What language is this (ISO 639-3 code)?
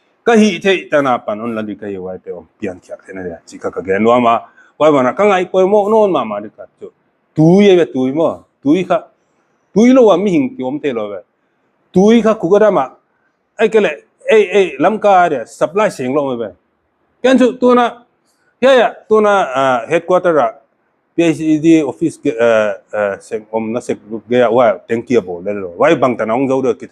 pck